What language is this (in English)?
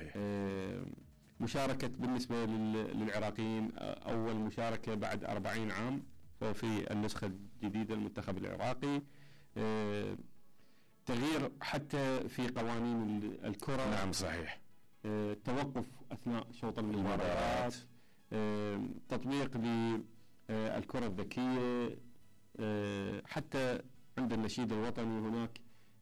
Mesopotamian Arabic